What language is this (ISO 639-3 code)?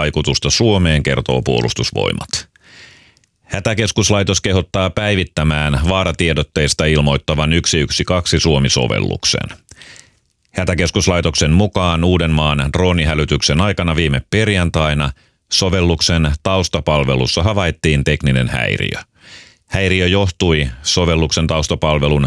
fin